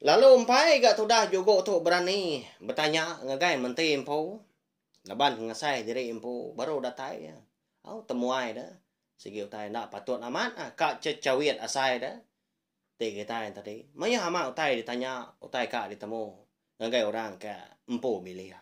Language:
Iban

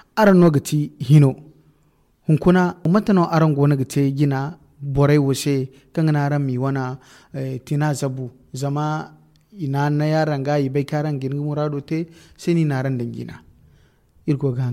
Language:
Zarma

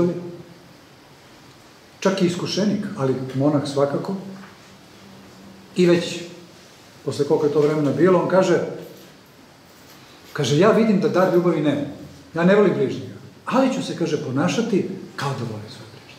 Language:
Serbian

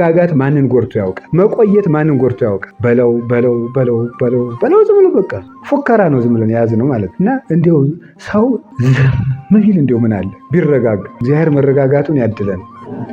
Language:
Amharic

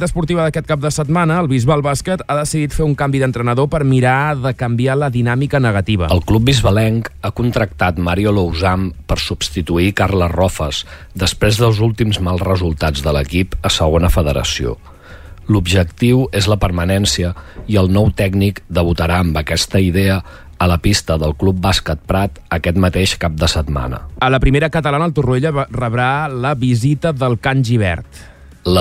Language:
Catalan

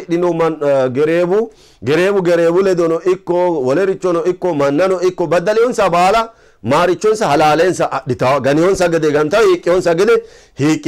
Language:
Sidamo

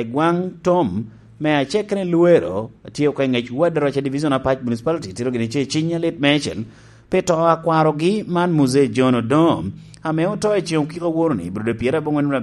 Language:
Lango (Uganda)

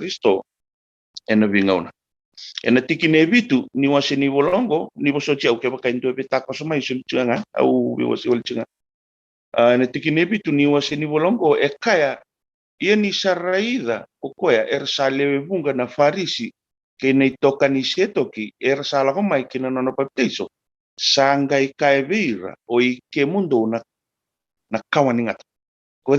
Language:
Fijian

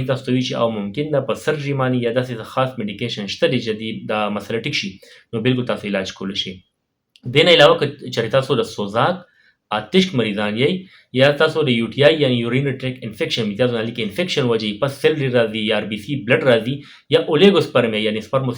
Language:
Pashto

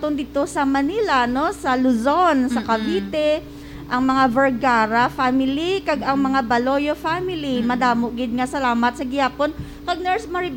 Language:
Hiligaynon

